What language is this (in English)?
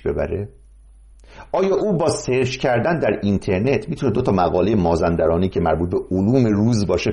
Persian